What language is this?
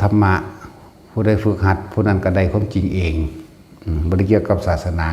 Northeastern Thai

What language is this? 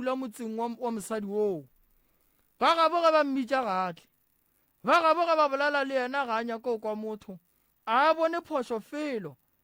Northern Sotho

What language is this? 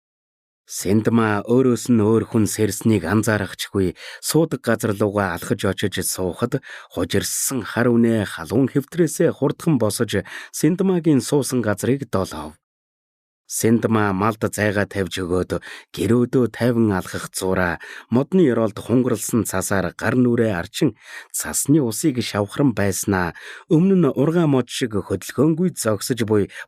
Mongolian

